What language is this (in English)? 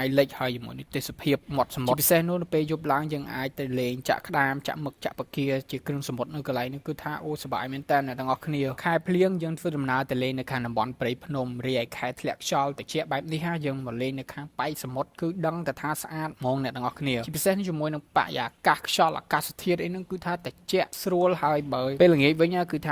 Khmer